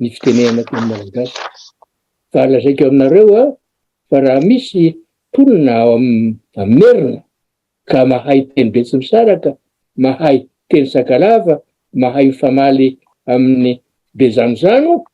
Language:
Malagasy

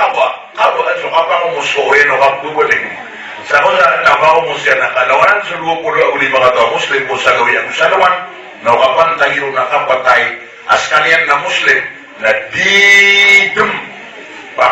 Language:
Maranao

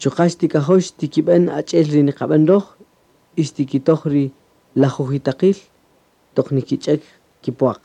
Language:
Kaqchikel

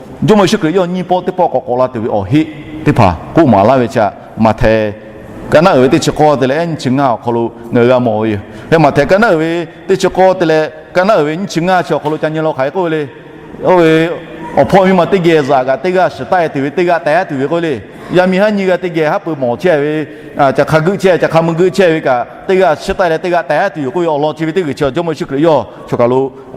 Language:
Lahu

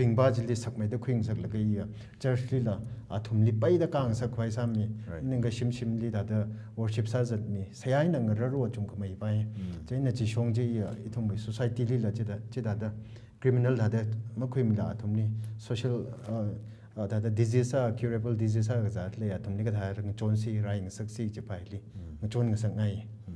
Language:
Tangkhul Naga (India)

